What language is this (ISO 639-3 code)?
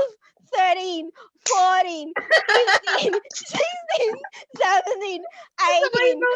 ceb